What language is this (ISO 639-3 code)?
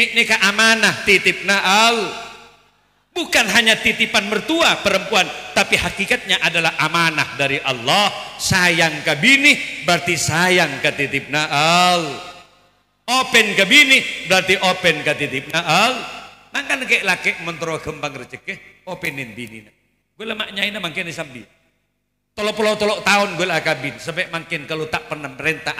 mad